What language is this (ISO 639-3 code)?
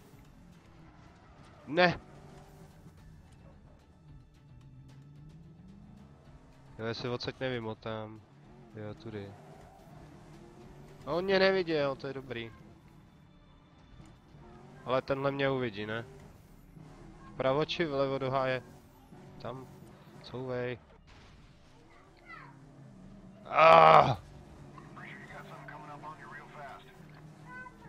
ces